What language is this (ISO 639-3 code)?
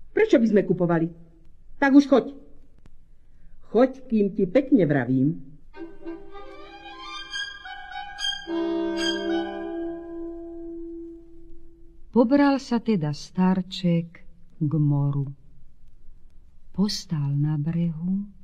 slk